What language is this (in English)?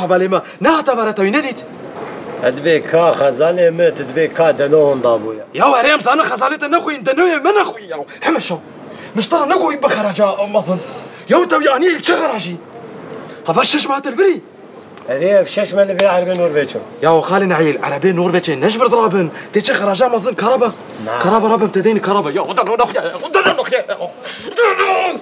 Kurdish